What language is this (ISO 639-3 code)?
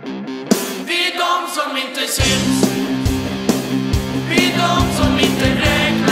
swe